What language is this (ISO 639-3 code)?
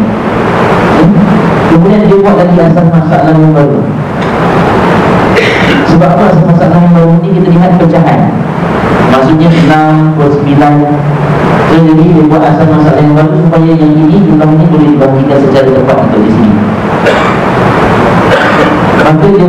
msa